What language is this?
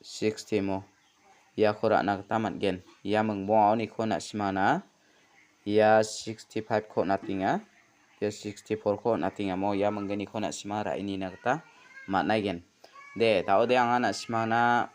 Garo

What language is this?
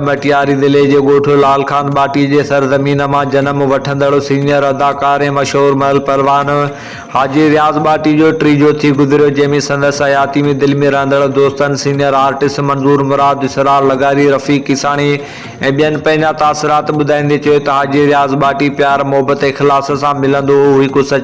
Sindhi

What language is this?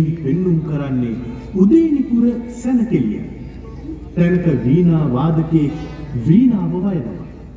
Sinhala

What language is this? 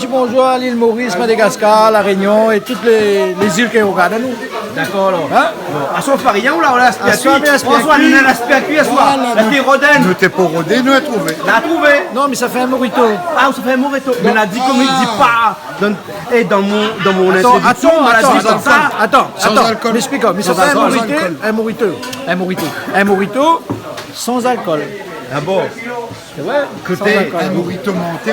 Réunion Creole French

